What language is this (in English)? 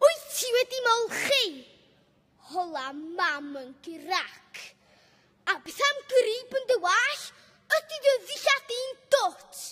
Welsh